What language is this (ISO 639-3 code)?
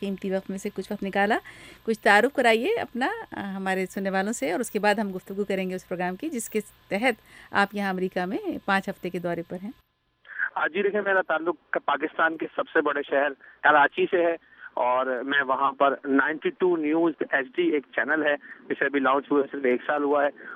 urd